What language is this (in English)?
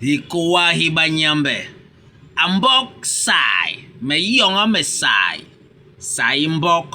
Basaa